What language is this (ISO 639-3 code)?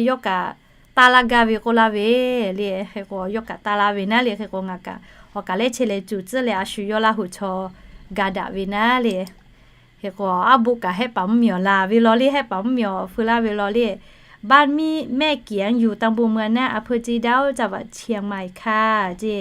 lhu